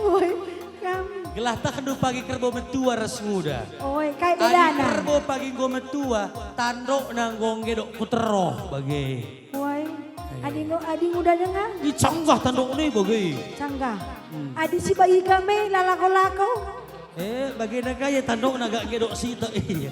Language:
Batak Karo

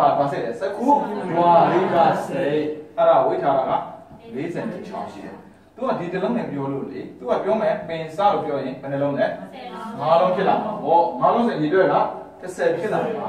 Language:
Burmese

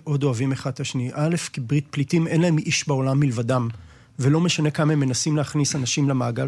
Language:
Hebrew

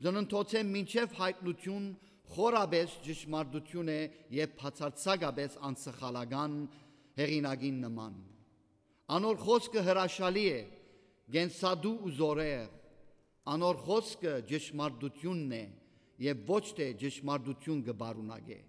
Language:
Western Armenian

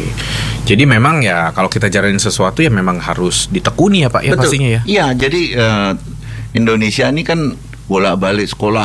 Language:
Indonesian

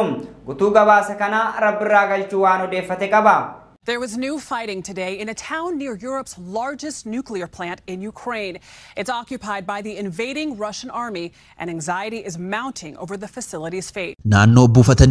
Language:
Oromo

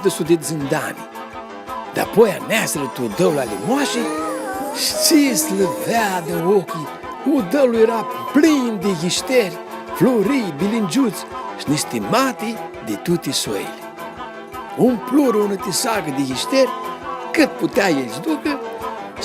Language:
Aromanian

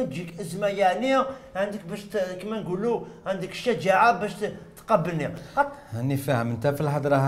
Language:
Algerian Arabic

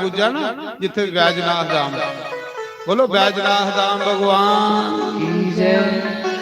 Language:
Dogri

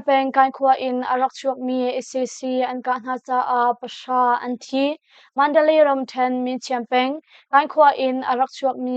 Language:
Hakha Chin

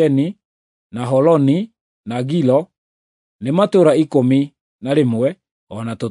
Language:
Kikuyu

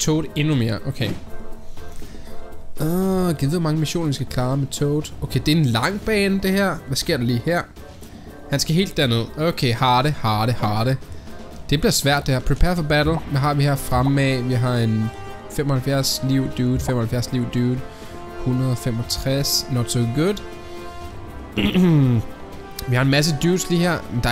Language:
Danish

